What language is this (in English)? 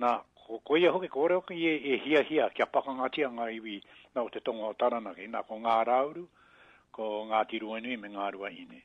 Māori